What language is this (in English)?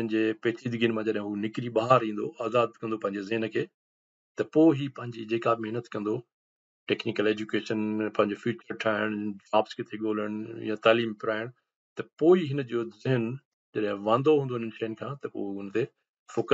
Sindhi